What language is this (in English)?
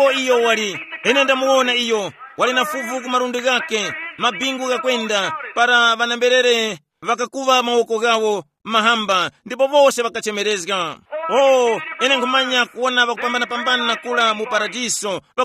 Tumbuka